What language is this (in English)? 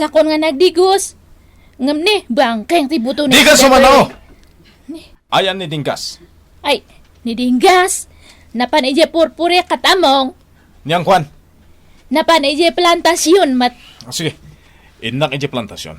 Iloko